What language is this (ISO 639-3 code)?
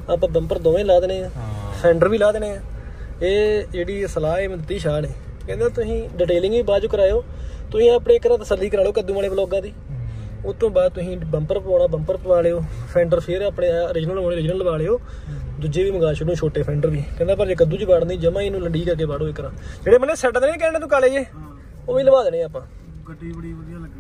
pan